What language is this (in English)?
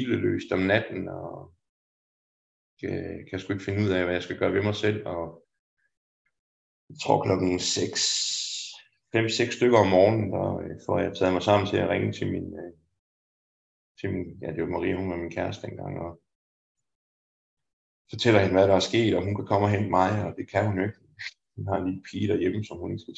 Danish